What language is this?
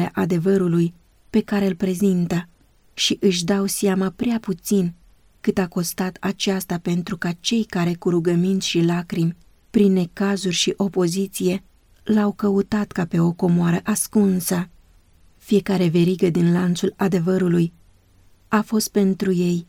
Romanian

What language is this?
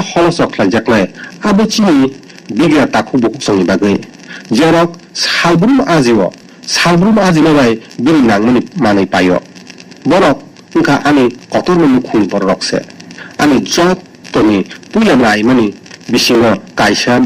Kok Borok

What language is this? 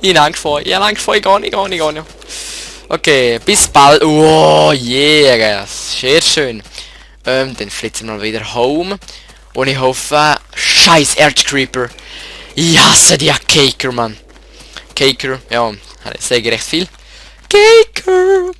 Swiss German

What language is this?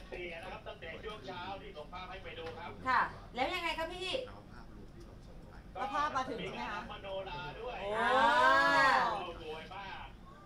Thai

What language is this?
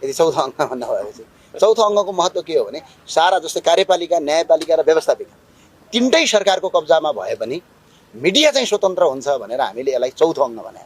Nepali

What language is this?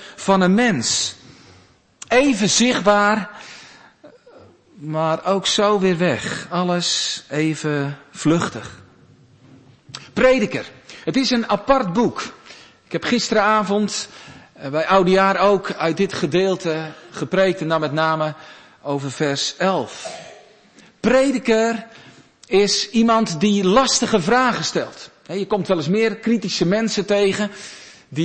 Dutch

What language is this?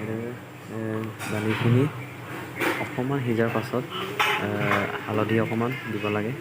Assamese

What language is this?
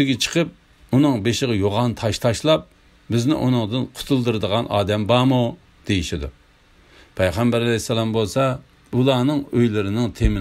Uyghur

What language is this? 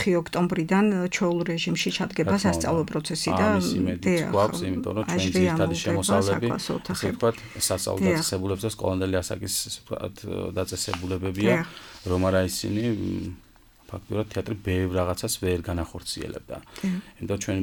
Georgian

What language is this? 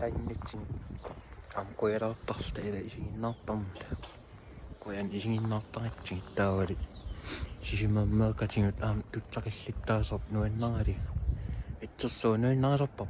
Kalaallisut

